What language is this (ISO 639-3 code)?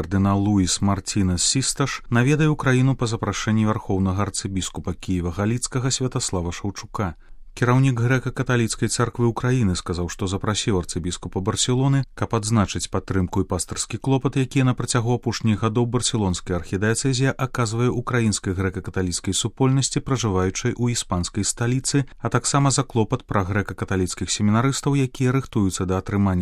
bel